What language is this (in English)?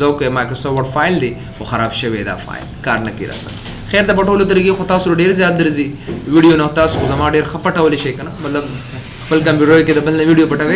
Pashto